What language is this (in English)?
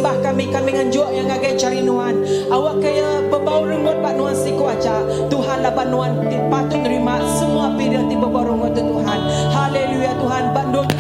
Iban